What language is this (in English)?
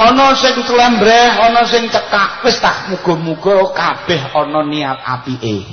Javanese